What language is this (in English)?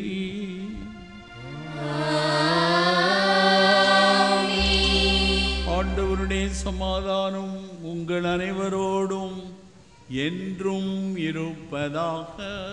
Tamil